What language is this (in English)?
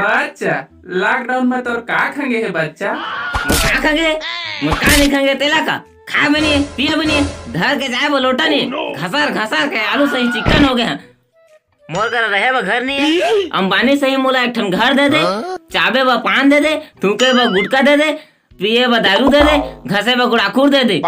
Chhattisgarhi